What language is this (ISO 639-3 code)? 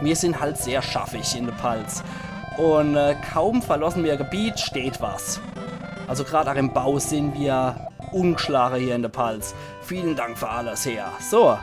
pfl